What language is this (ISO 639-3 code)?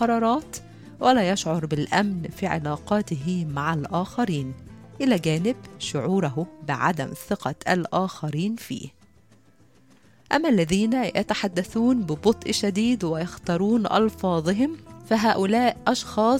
ara